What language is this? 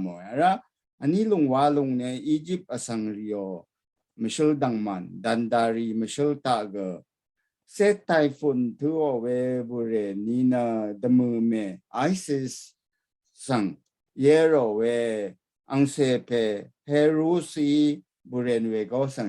Rawang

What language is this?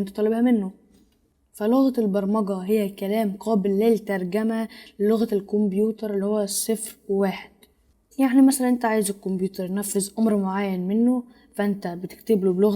Egyptian Arabic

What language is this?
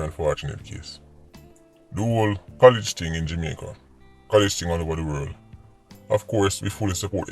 Jamaican Creole English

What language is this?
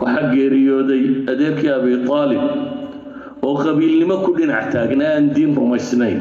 Somali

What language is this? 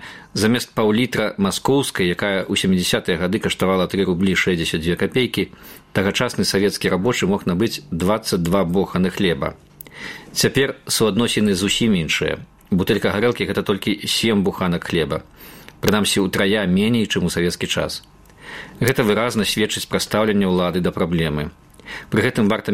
Belarusian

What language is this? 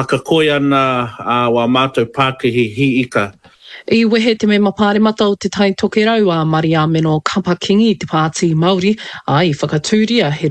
Māori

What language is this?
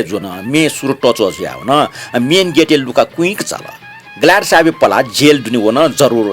Newari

